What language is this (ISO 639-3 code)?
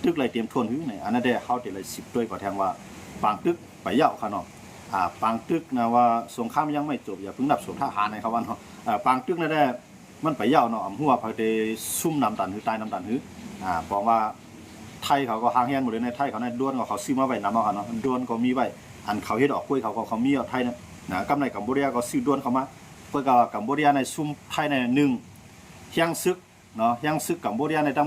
shn